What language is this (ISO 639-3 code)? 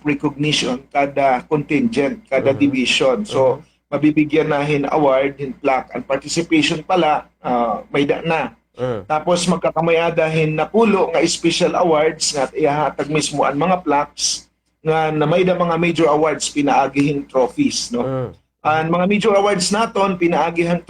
war